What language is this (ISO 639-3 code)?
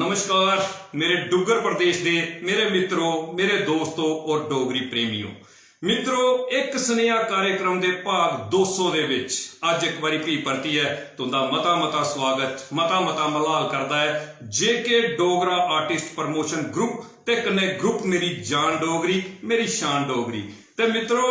doi